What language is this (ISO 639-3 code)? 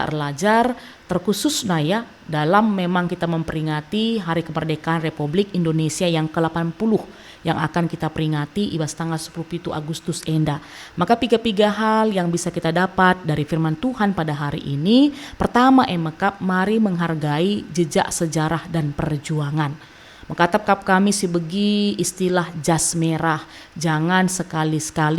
btx